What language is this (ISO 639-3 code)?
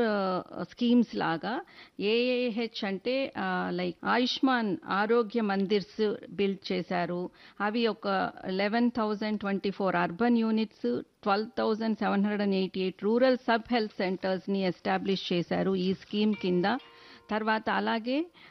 tel